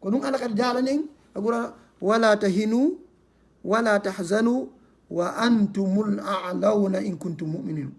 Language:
Fula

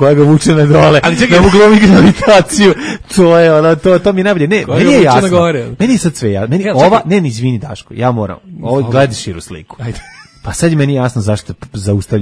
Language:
Serbian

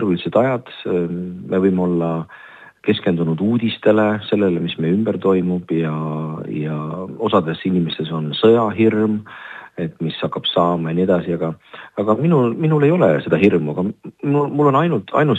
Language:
Estonian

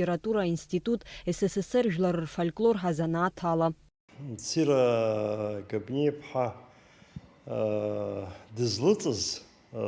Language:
Abkhazian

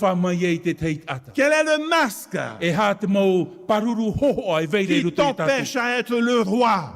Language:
Tahitian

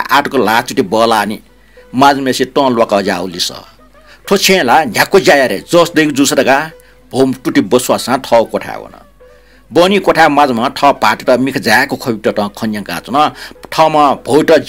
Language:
Newari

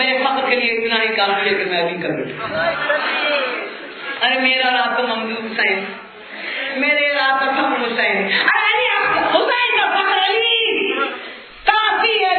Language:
Urdu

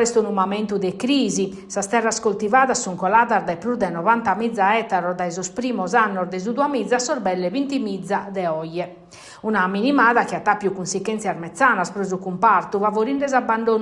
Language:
Sardinian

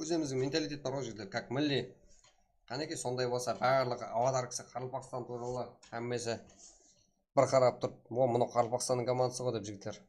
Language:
Kara-Kalpak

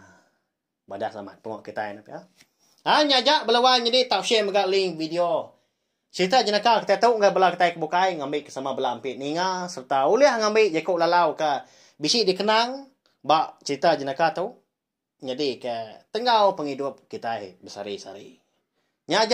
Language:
Iban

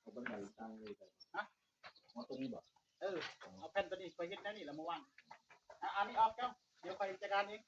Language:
Northeastern Thai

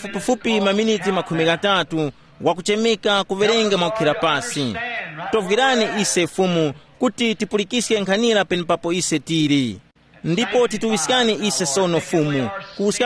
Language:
Tumbuka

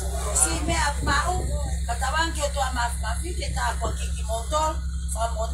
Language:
Tongan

